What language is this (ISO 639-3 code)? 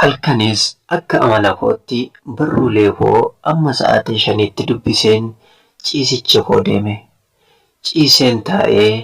orm